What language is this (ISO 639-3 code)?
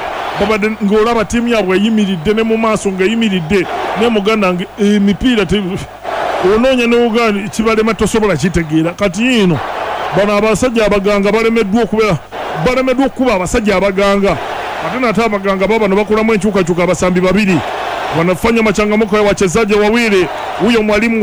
lug